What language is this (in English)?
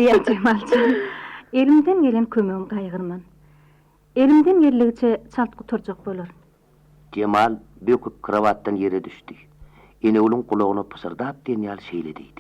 Turkmen